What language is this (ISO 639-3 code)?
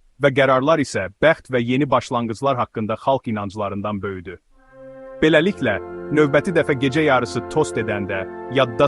aze